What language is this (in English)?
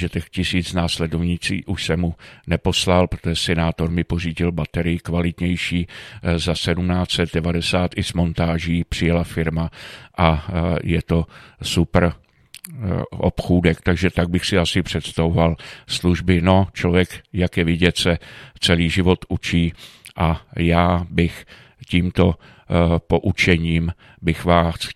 Czech